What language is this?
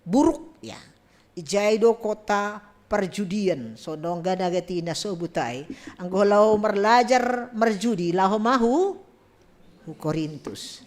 Batak Simalungun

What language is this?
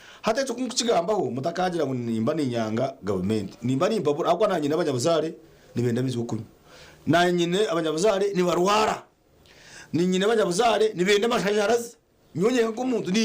Nyankole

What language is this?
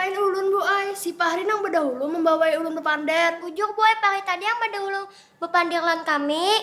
Banjar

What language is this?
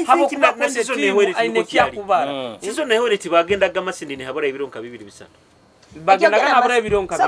Nyoro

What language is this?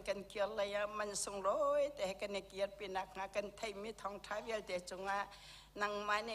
Hakha Chin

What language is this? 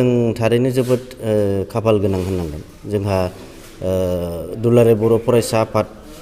Bodo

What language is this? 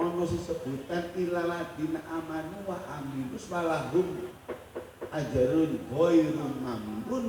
Javanese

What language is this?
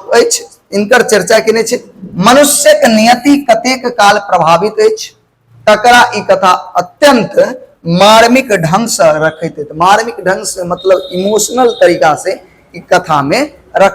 Maithili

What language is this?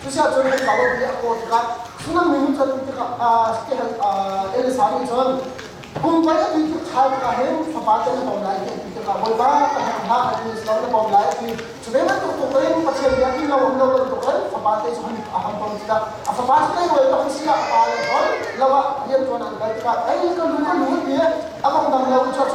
Hakha Chin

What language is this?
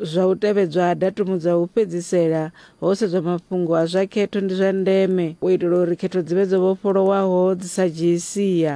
Venda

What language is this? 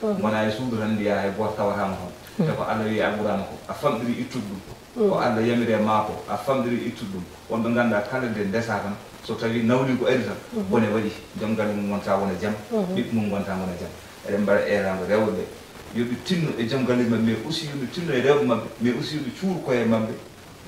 Fula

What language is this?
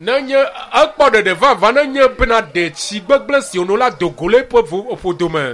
Ewe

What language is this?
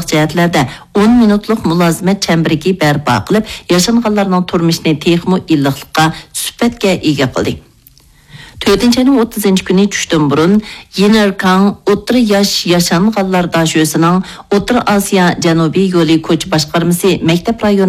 Uyghur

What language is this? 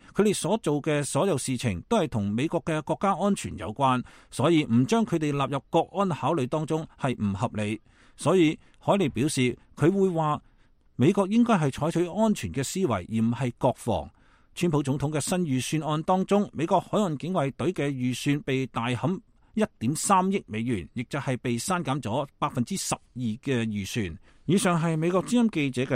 Cantonese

